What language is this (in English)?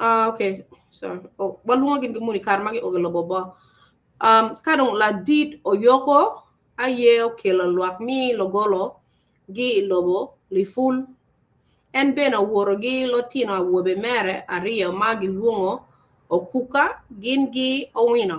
Acoli